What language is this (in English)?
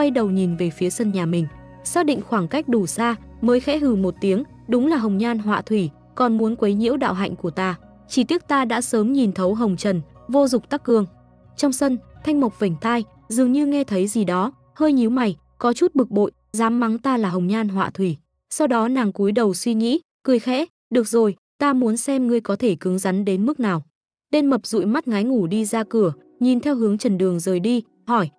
Vietnamese